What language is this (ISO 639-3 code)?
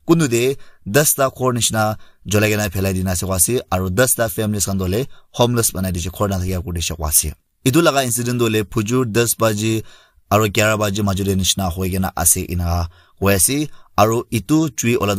nag